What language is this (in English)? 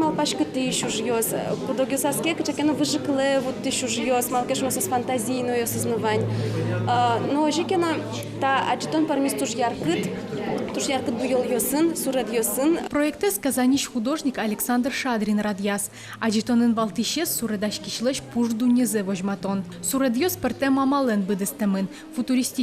Udmurt